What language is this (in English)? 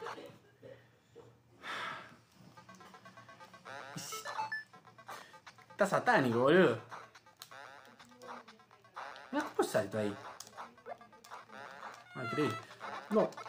Spanish